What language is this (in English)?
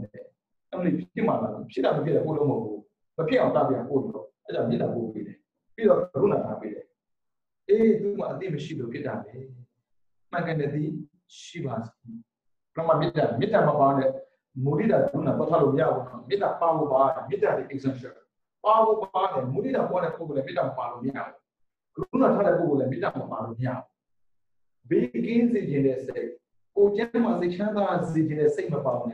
Burmese